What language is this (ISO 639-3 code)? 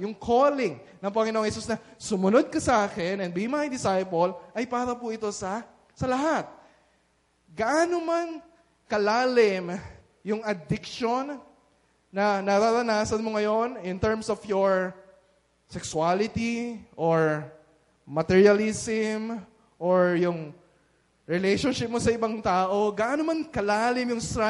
fil